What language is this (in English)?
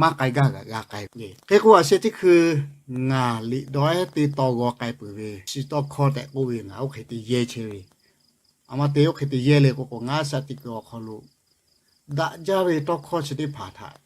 Lahu